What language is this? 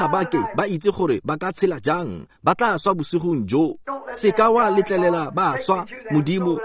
Tswana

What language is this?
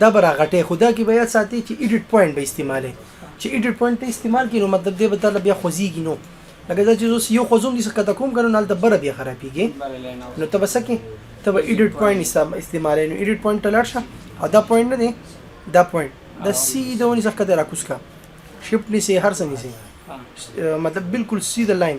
Pashto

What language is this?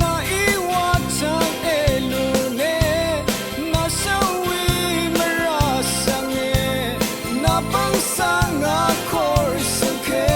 Rawang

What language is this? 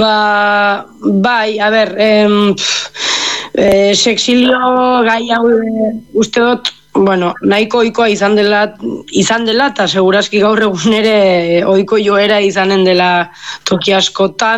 Basque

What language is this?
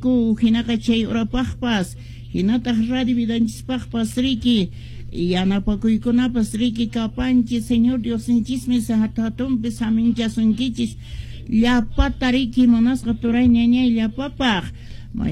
Quechua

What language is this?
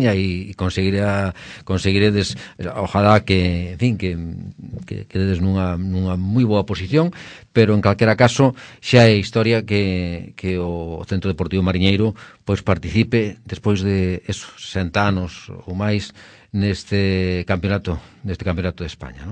Galician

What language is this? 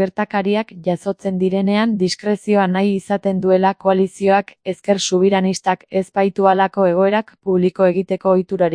Basque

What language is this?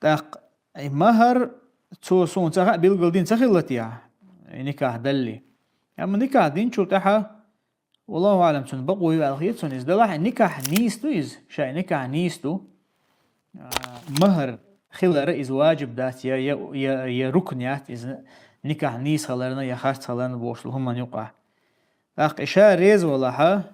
Chechen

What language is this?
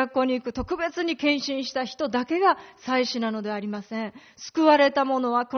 Japanese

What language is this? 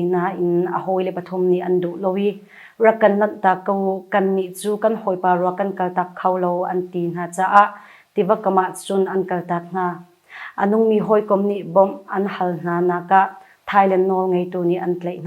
Hakha Chin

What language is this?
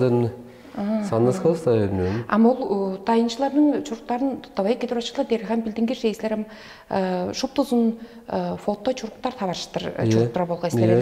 Tuvinian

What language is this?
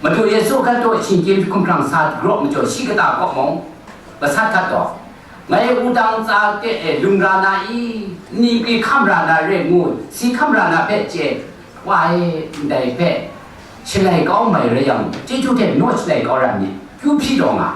Kachin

